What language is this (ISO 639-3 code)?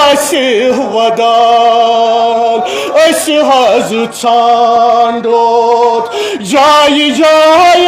kas